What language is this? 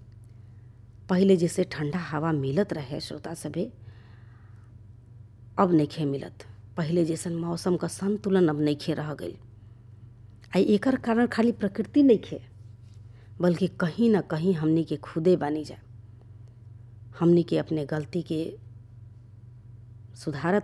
Bhojpuri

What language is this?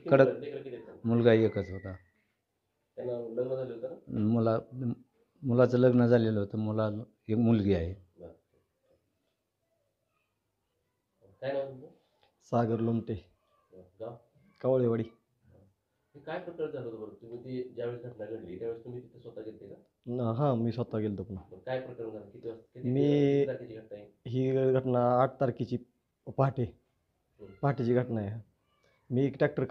Marathi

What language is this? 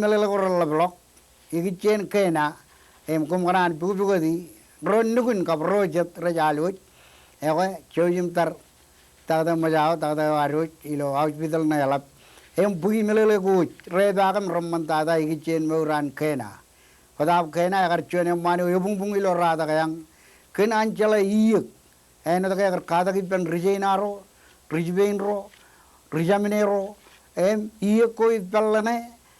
Marshallese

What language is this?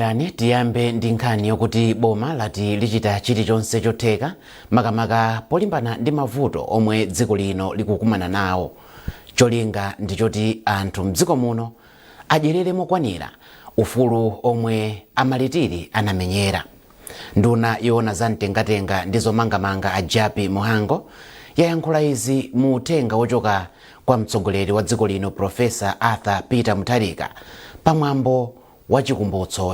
Nyanja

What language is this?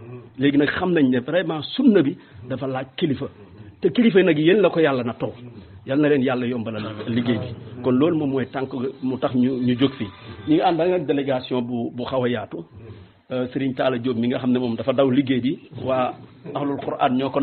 Wolof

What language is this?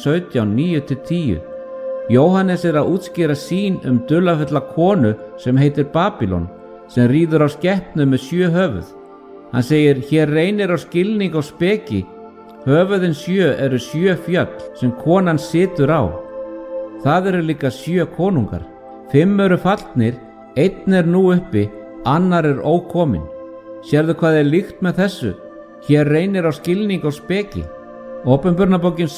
Icelandic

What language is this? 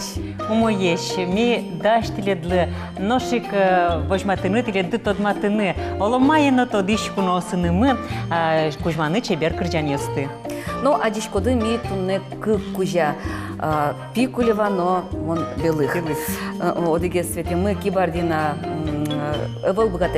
Udmurt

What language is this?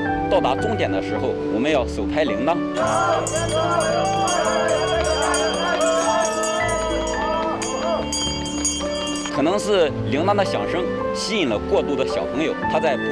Chinese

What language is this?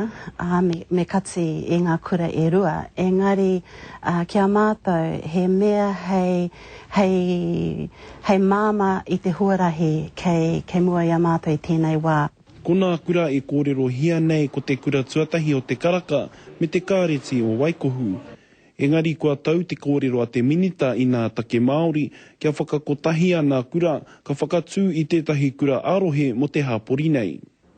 Māori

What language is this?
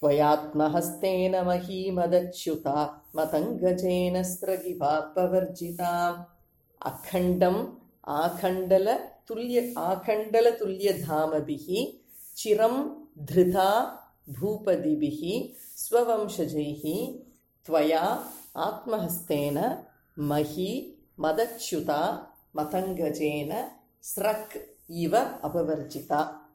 Sanskrit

